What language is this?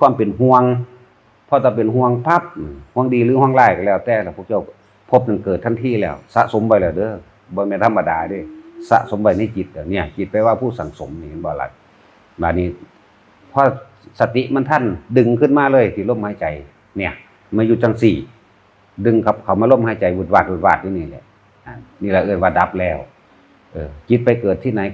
Northeastern Thai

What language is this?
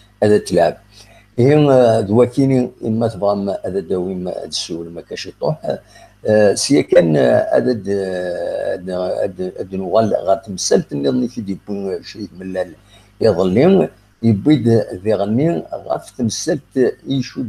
Kabyle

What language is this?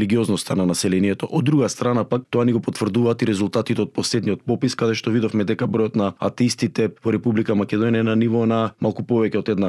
Macedonian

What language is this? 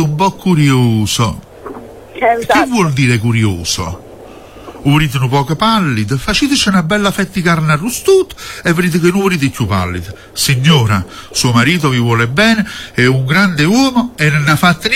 Italian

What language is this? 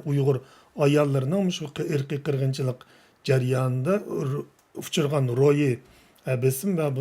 Uyghur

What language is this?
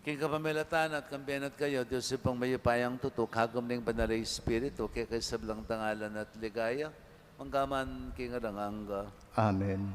Pampanga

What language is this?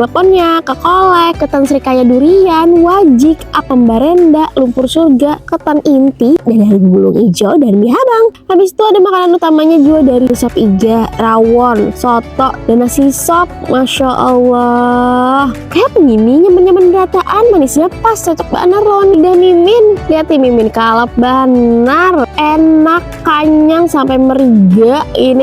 Banjar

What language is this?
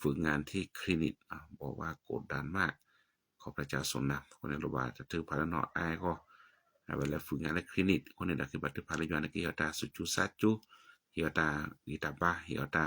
S'gaw Karen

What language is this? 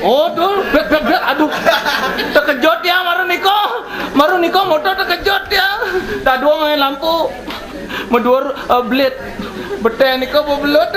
Balinese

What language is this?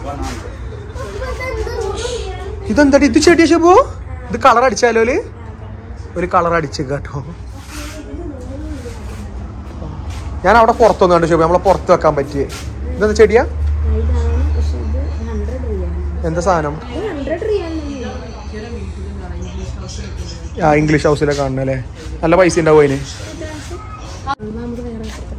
Malayalam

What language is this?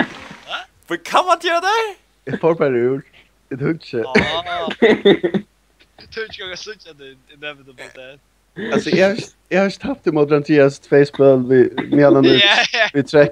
Faroese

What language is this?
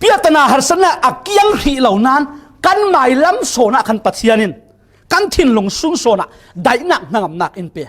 Falam Chin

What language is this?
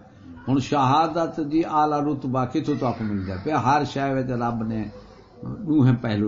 Saraiki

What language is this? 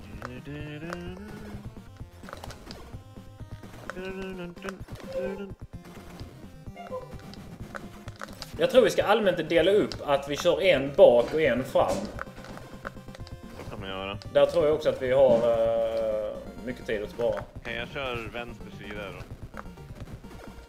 Swedish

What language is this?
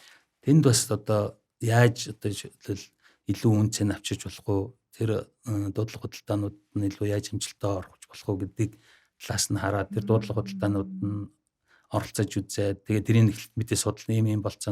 Mongolian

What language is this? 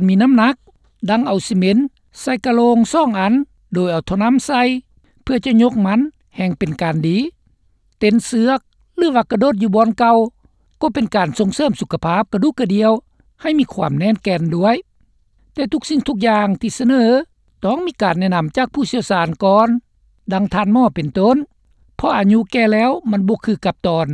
Lao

